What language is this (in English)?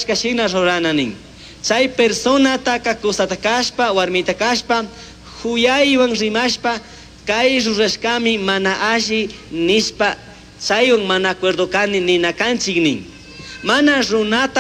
Chimborazo Highland Quichua